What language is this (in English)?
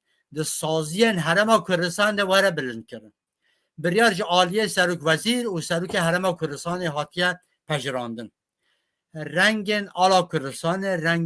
Kurdish